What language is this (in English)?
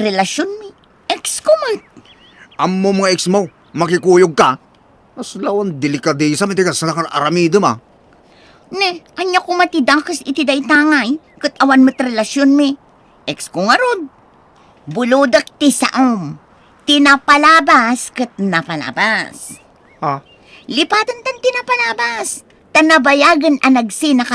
Iloko